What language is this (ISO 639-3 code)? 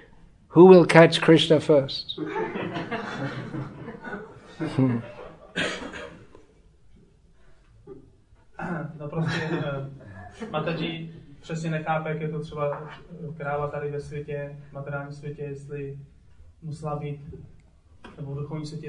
ces